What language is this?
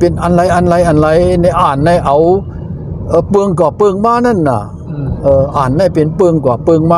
Shan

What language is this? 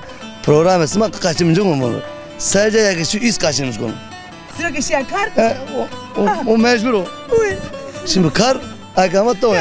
Zaza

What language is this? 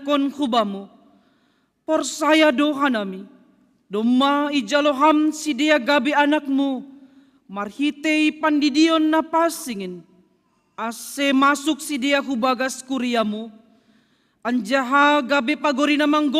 Batak Simalungun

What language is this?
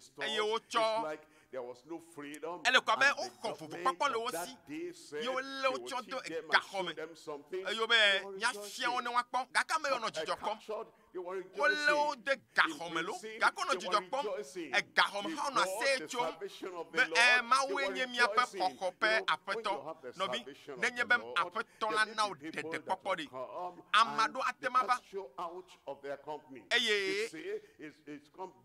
Ewe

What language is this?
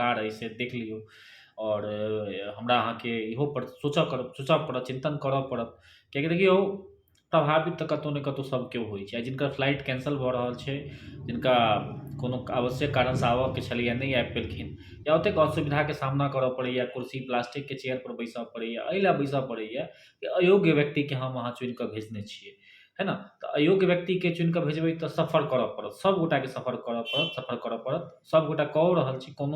Maithili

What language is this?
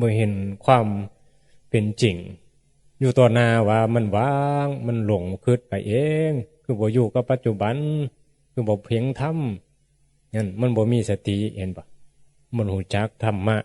Northeastern Thai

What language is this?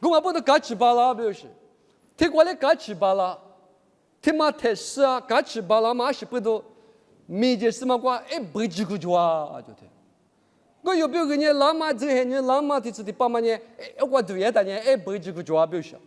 Lisu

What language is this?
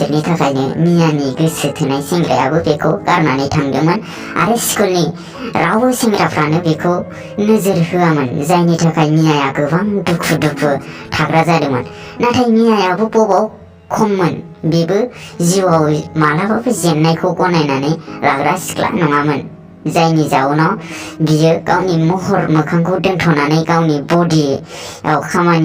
Bodo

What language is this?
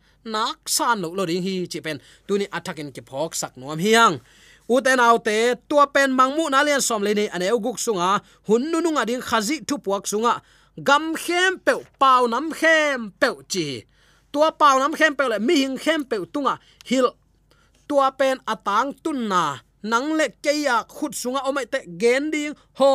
Tedim Chin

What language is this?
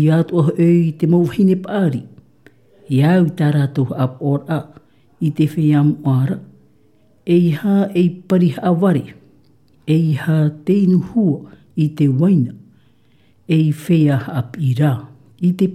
Tahitian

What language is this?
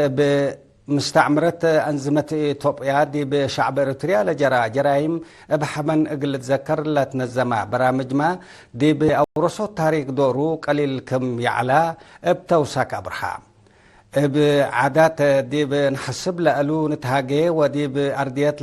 Tigre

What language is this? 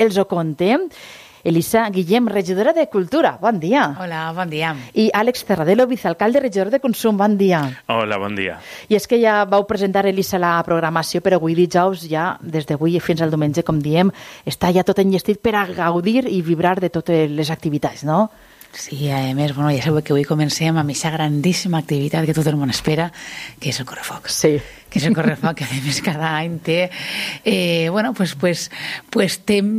Catalan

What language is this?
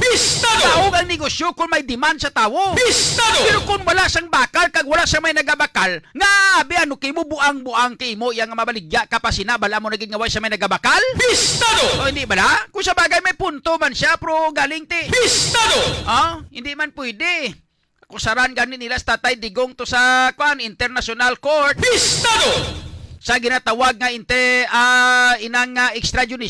Hiligaynon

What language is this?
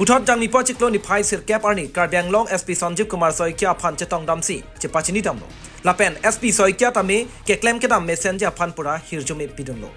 Karbi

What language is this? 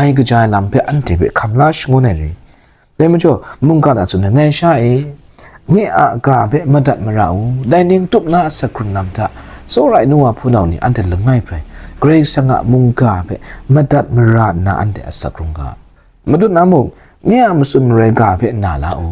Kachin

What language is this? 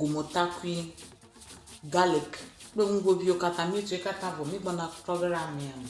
Ewe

